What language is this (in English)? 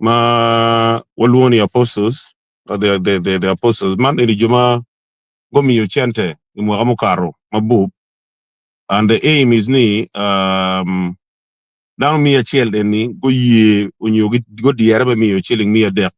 Acoli